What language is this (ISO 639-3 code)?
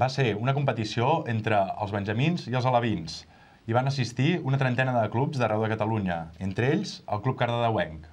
cat